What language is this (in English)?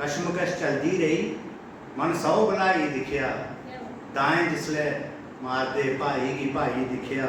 Dogri